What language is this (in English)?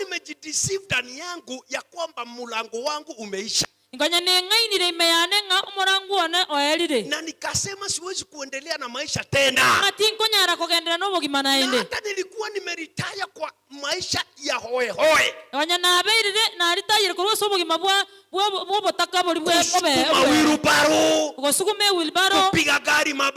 Gusii